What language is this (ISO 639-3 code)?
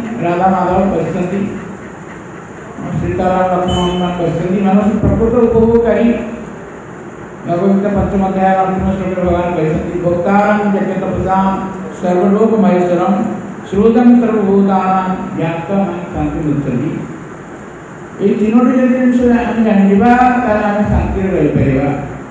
ori